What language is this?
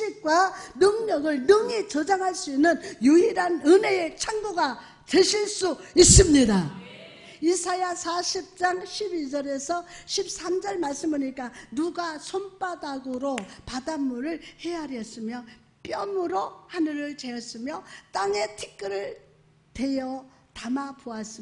Korean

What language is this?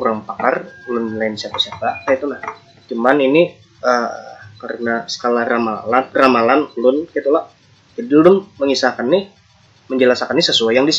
Banjar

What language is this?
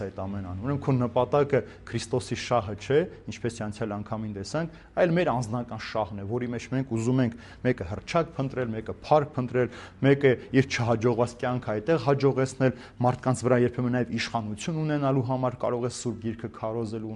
Armenian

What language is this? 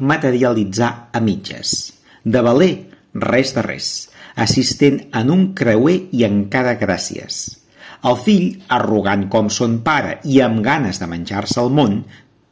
Catalan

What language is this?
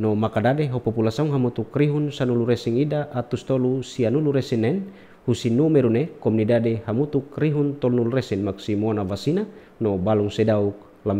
Tetum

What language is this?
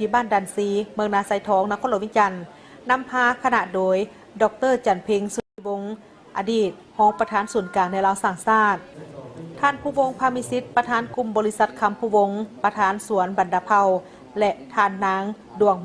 Lao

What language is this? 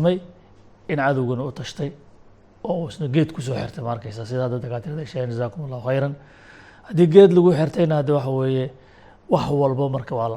Somali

